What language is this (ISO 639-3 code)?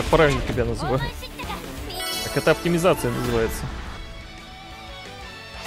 rus